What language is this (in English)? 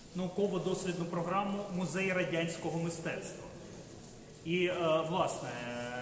Ukrainian